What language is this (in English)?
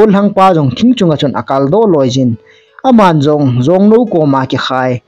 Thado Chin